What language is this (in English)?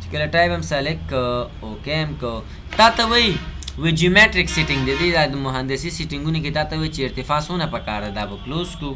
Pashto